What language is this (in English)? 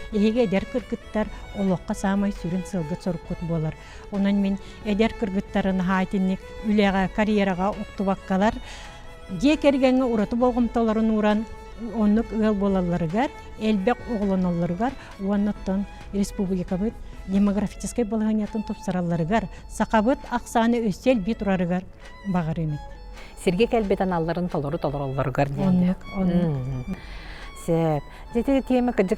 Yakut